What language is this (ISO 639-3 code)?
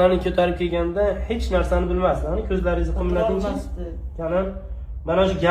uzb